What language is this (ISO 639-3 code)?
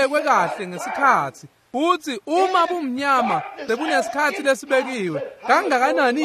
ssw